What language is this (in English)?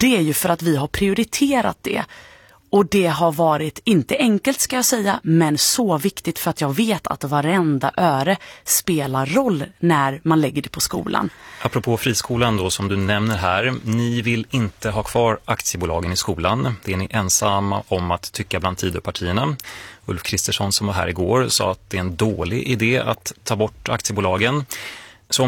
Swedish